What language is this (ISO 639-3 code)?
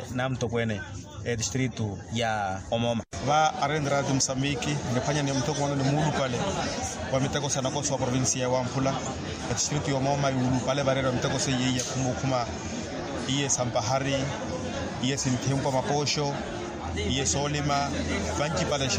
vmw